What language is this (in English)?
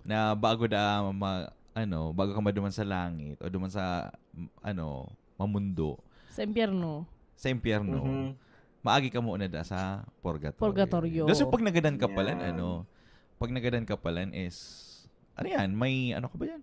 Bikol